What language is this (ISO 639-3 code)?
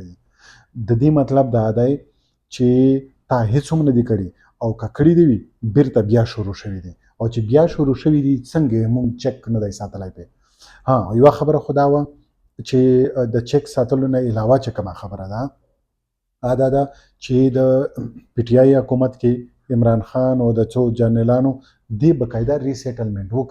pus